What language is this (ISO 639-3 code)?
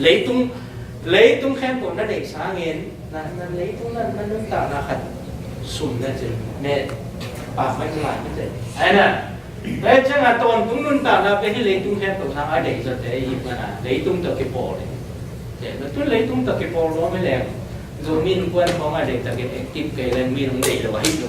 ctd